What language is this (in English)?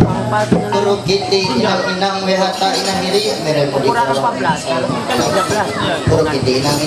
Ma'anyan